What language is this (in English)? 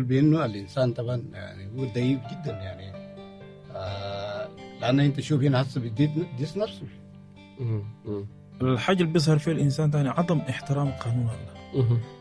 Sudanese Arabic